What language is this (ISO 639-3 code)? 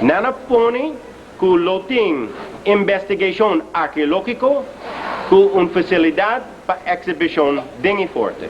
pap